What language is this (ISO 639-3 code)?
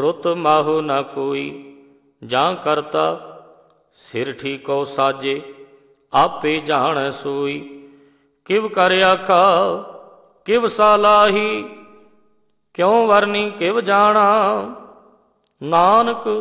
pan